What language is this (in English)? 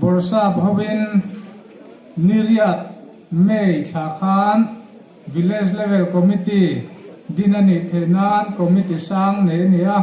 Hmar